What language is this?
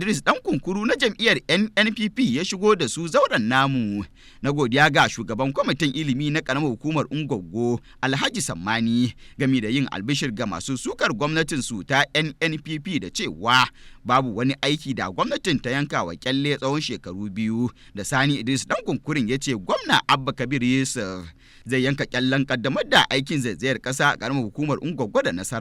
Hausa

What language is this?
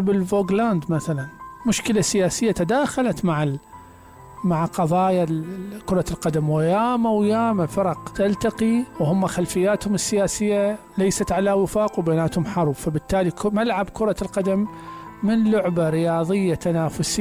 Mesopotamian Arabic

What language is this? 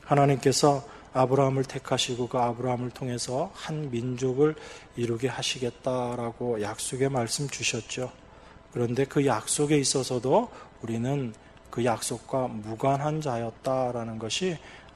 Korean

